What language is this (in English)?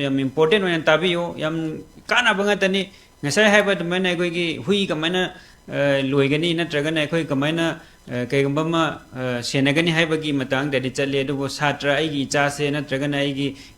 Manipuri